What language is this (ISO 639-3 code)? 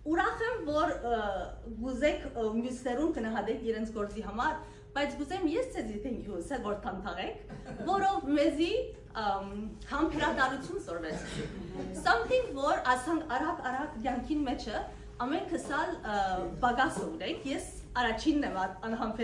hyw